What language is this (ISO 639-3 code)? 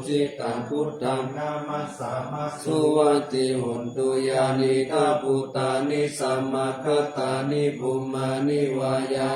pli